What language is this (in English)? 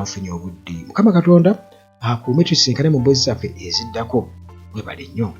Ganda